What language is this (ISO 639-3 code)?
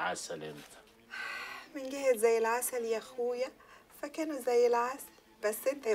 arz